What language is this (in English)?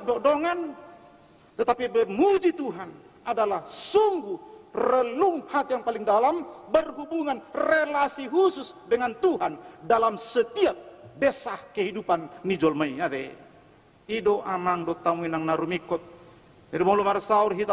Batak Toba